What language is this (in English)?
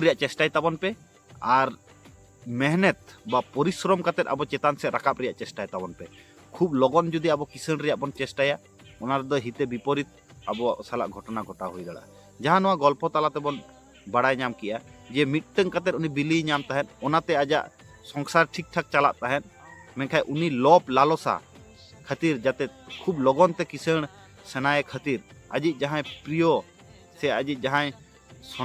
Santali